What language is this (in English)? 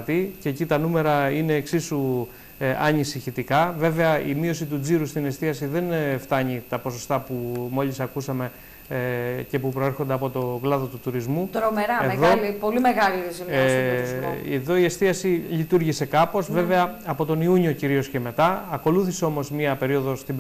Greek